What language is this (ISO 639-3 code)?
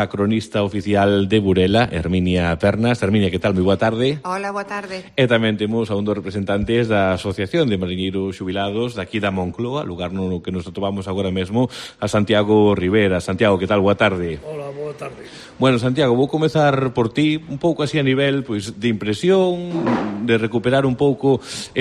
glg